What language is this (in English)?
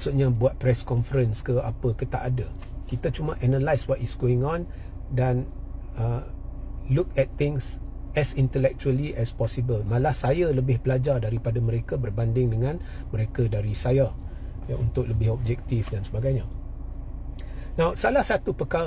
Malay